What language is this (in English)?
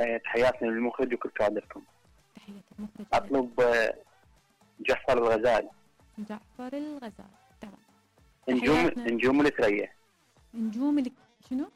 Mesopotamian Arabic